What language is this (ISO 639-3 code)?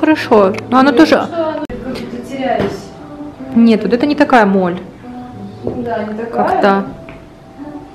rus